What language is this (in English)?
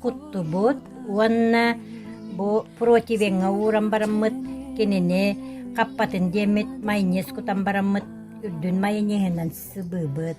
Yakut